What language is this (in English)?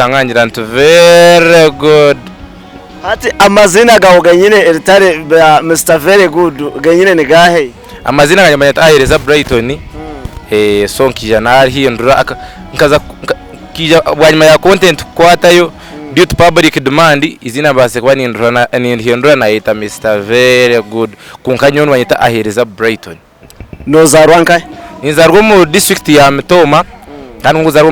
Nyankole